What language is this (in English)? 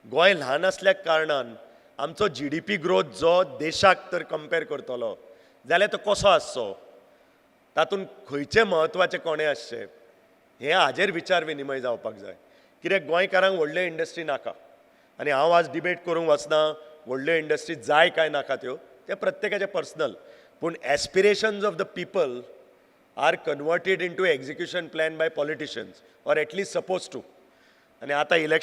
Konkani